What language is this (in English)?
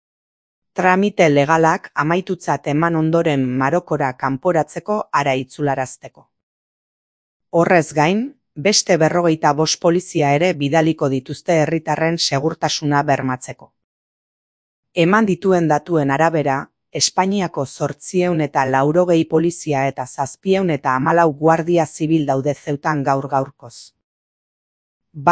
Basque